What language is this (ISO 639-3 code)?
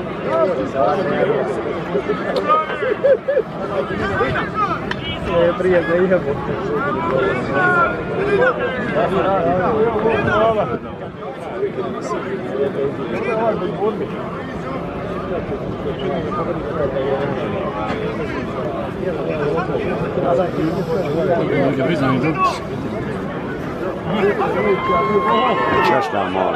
hrv